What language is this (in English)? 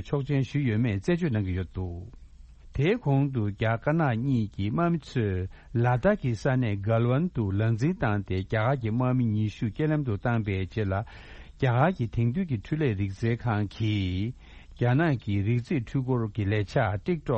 Tibetan